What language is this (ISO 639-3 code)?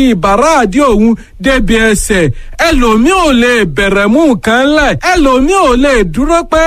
yor